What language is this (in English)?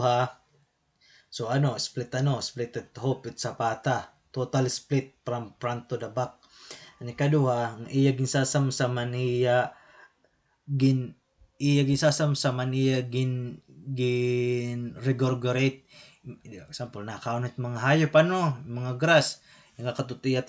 Waray